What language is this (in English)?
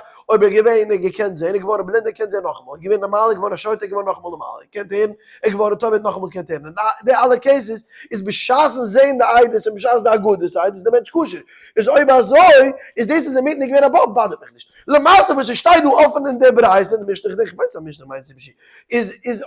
Yiddish